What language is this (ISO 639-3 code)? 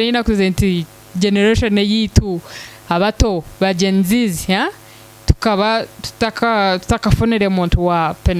nyn